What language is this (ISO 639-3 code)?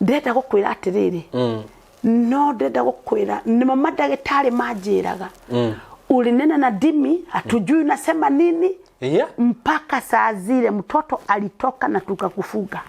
kik